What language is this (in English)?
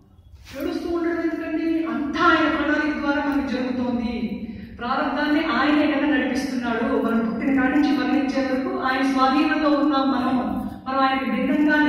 Telugu